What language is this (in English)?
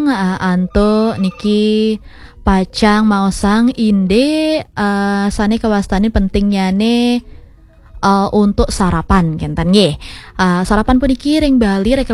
Balinese